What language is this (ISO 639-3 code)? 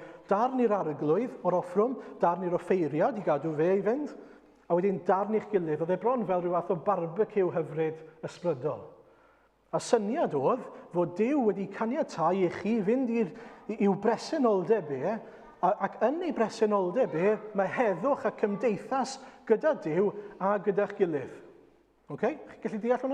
cym